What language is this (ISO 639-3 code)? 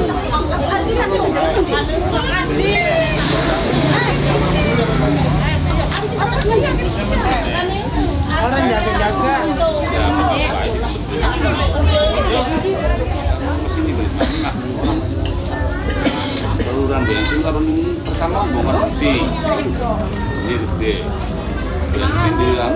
ind